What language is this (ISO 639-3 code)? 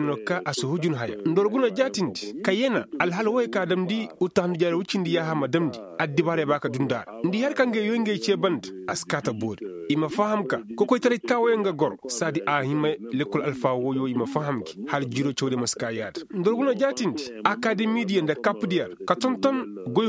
ses